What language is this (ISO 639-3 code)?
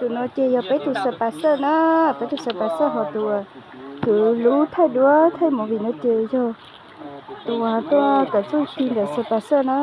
hmn